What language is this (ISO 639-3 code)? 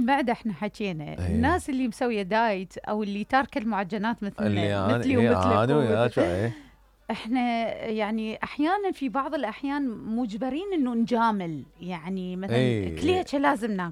acm